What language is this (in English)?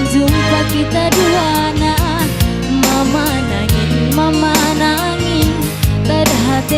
Batak Karo